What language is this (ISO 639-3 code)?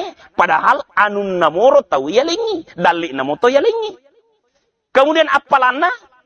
bug